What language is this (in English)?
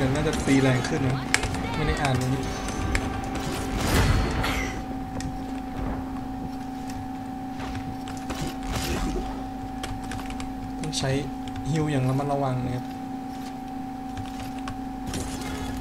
Thai